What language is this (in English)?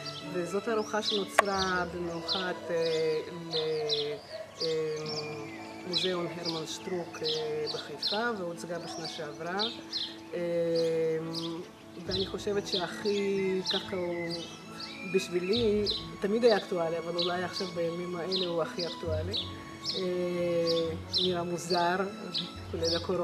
Hebrew